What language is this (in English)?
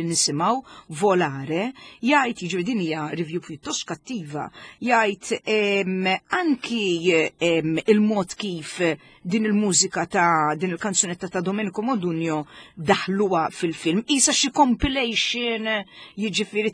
Maltese